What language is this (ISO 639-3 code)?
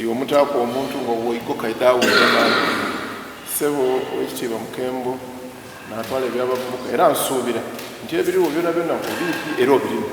xog